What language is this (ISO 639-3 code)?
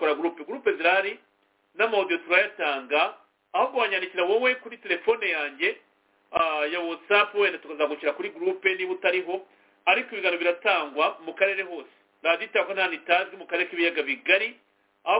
kin